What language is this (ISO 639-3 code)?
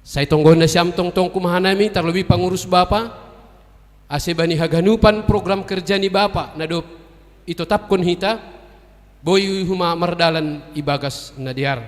bts